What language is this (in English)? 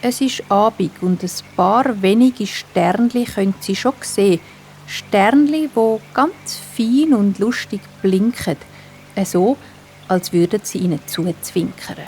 Swiss German